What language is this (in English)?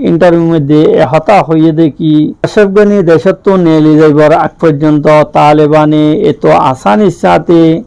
Rohingya